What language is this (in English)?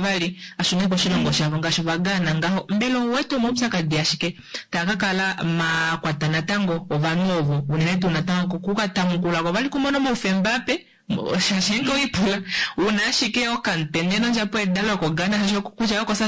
Kuanyama